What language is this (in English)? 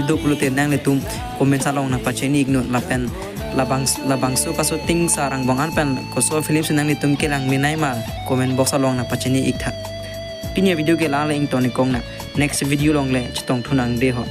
Karbi